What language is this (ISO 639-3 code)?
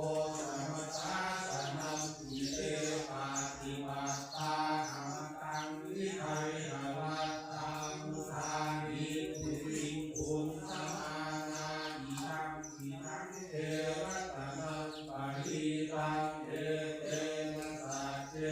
pli